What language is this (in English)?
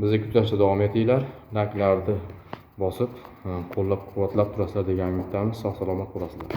Uzbek